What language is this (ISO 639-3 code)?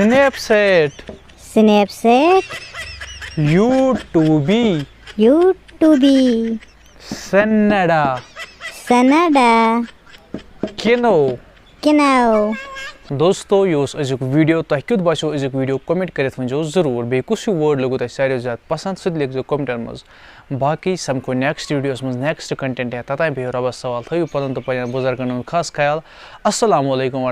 kas